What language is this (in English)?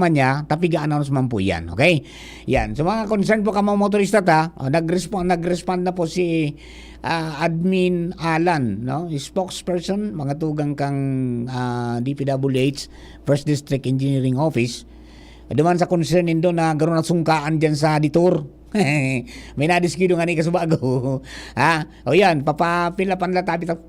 Bikol